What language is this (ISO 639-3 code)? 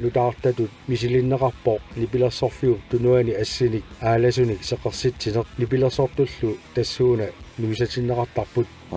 kal